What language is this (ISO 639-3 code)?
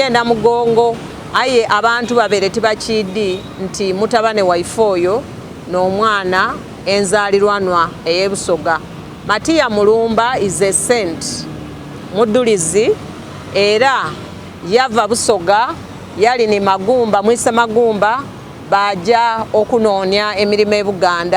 xog